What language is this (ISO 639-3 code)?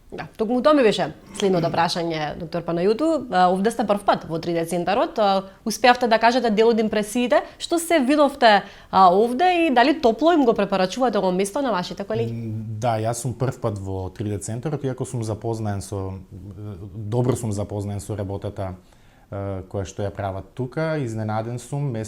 mkd